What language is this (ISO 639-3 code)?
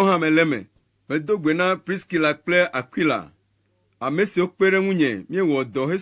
ewe